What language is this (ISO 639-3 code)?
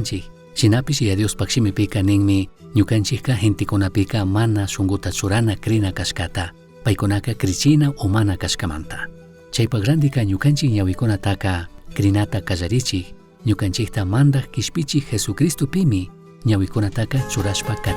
qug